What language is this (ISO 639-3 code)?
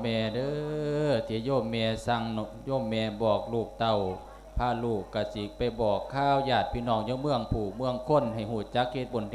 lao